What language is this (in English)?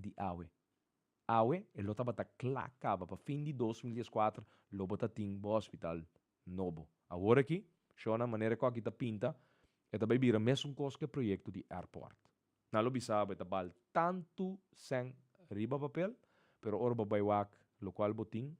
Papiamento